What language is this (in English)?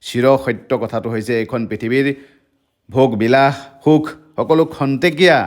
Assamese